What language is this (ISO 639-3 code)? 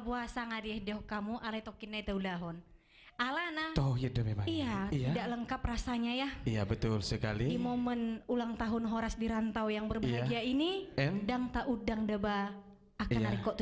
bbc